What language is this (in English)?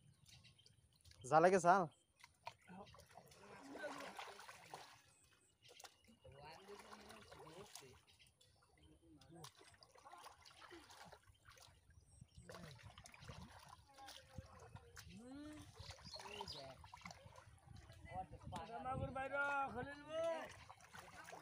Bangla